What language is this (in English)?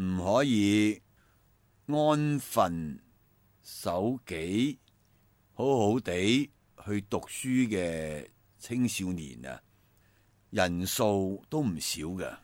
Cantonese